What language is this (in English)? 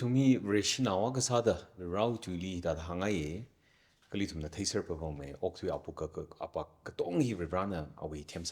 Tangkhul Naga (India)